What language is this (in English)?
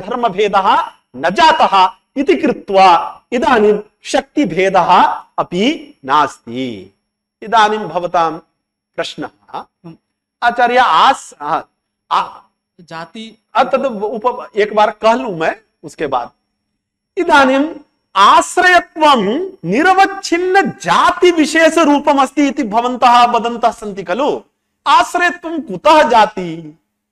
Sanskrit